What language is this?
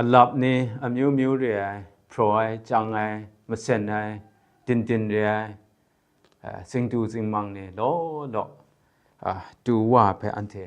Kachin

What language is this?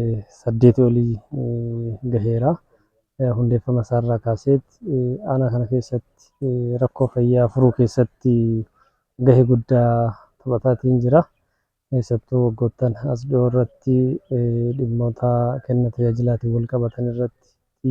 Oromo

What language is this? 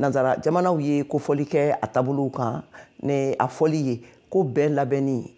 Bambara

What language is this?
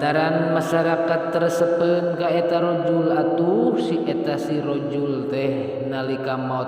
Sundanese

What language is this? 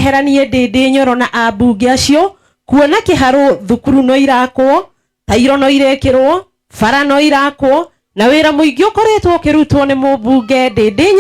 Kikuyu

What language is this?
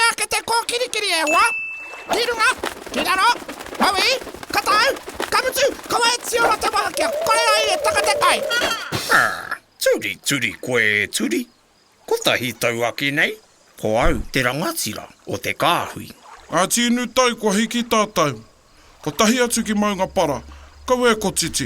Māori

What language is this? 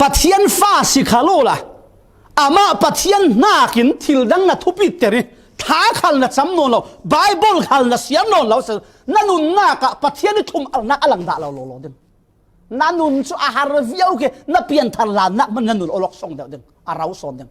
Falam Chin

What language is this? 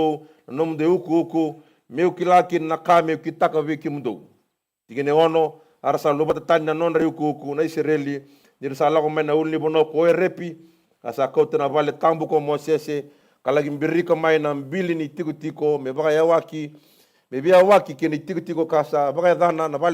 Fijian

